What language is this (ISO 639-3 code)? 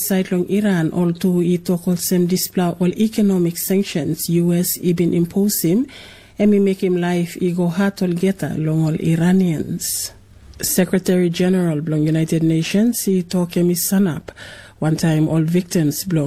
tpi